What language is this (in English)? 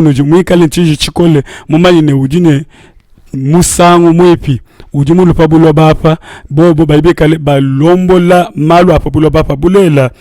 Luba-Lulua